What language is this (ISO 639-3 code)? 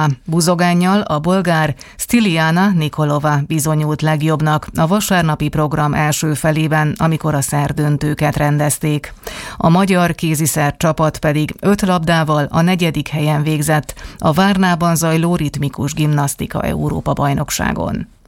hun